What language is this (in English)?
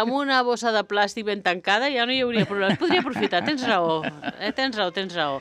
Catalan